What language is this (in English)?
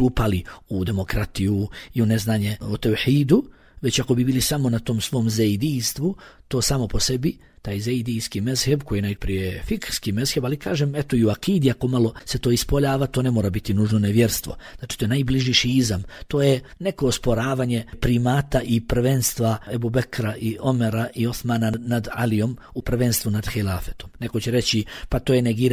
Bosnian